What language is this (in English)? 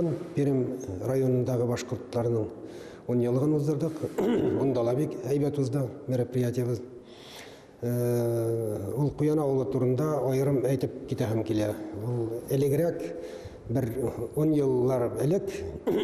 Bashkir